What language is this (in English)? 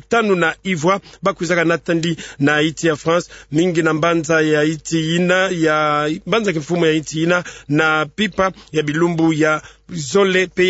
Kituba (Democratic Republic of Congo)